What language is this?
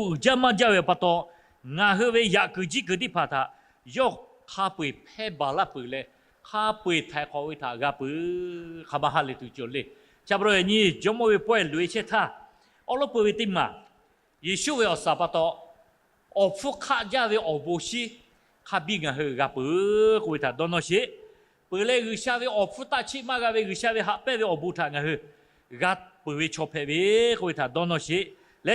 Lahu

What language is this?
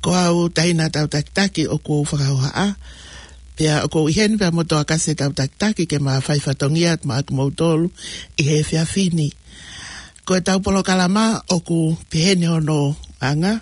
Tongan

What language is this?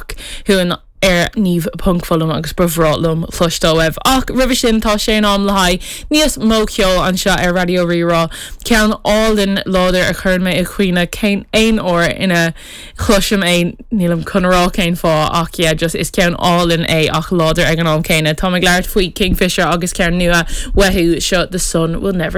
Irish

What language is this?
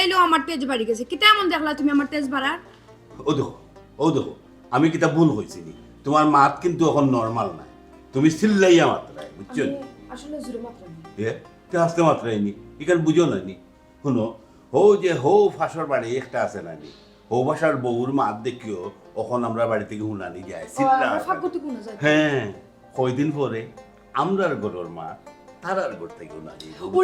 Sylheti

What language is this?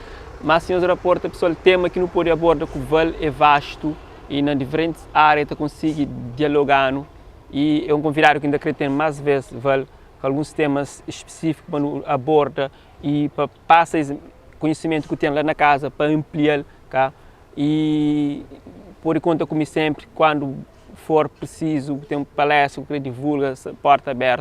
Kabuverdianu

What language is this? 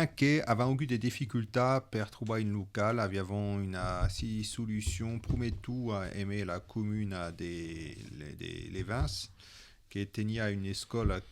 Occitan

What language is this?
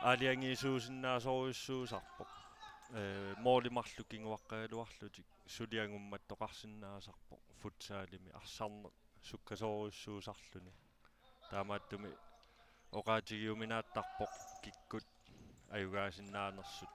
Kalaallisut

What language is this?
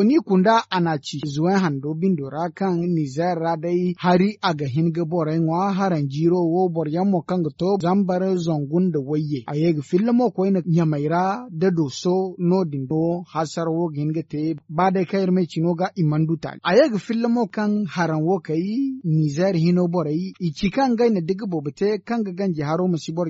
Zarma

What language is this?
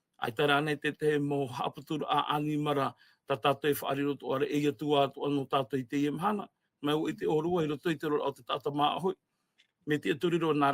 Tahitian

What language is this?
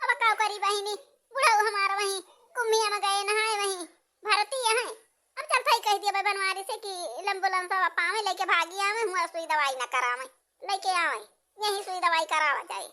Awadhi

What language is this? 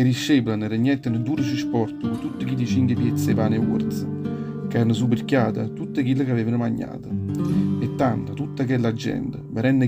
Neapolitan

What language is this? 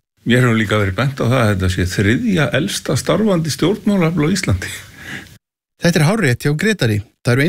Icelandic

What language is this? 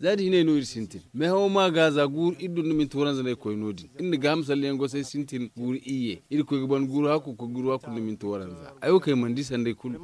Zarma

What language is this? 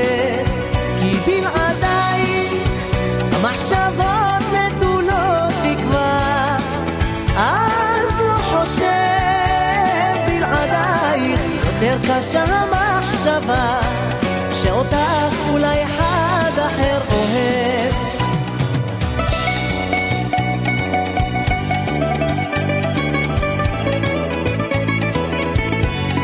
Hebrew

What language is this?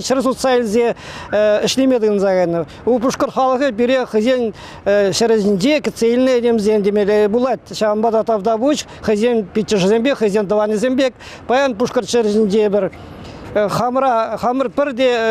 Chuvash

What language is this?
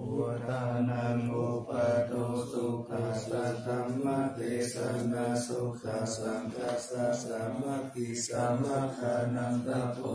Pali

